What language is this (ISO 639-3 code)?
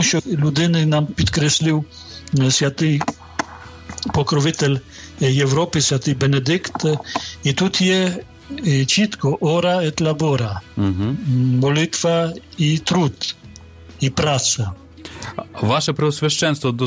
ukr